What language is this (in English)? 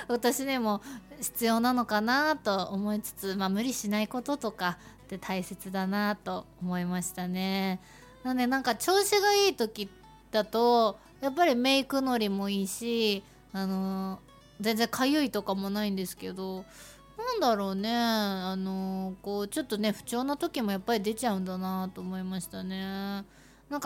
Japanese